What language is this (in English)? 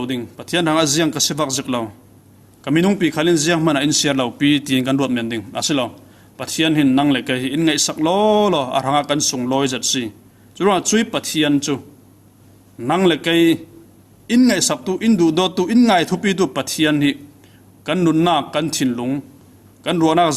Falam Chin